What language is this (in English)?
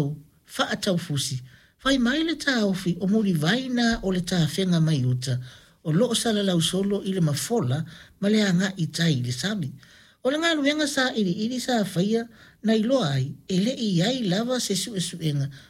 Samoan